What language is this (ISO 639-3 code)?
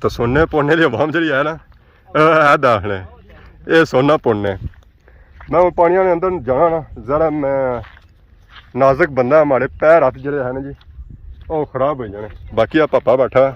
phr